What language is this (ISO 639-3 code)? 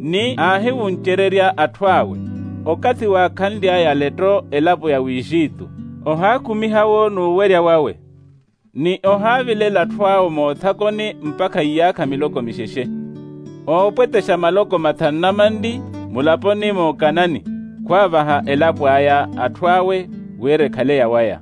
vmw